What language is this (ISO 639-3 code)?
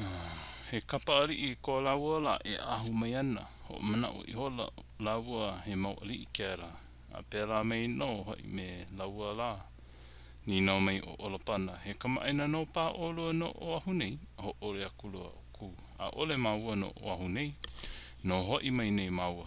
haw